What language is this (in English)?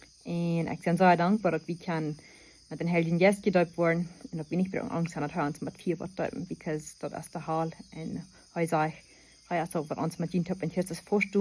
Plautdietsch